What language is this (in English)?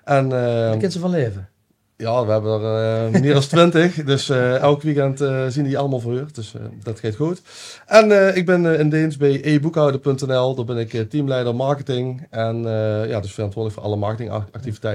Limburgish